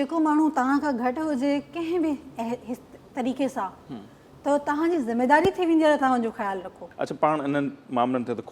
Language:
Sindhi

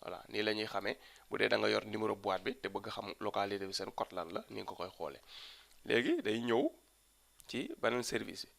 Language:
Wolof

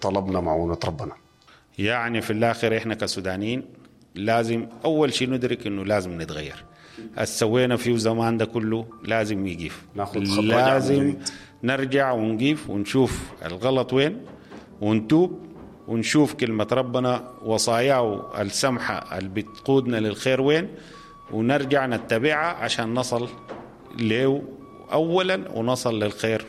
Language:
Sudanese Arabic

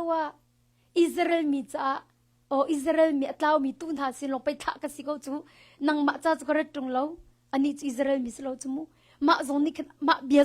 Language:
Hakha Chin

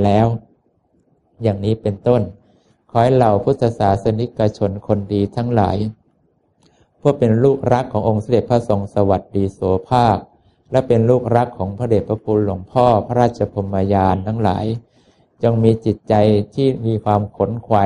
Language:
Thai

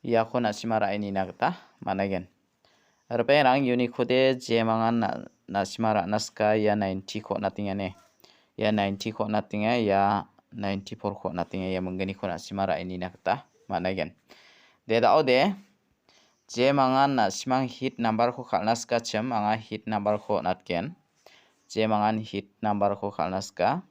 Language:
Garo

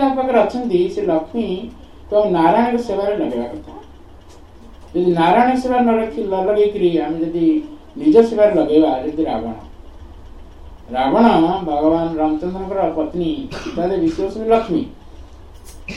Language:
Odia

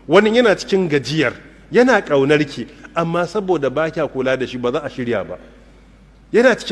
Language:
Hausa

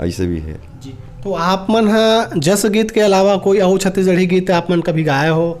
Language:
Chhattisgarhi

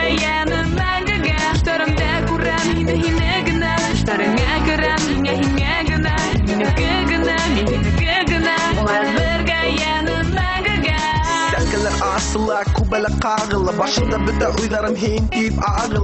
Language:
Bashkir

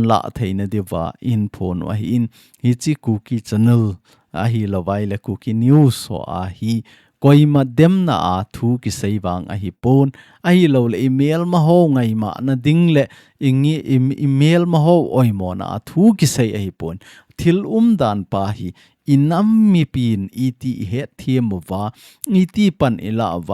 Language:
Thado Chin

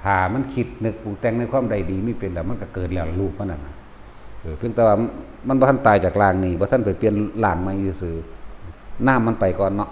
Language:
Northeastern Thai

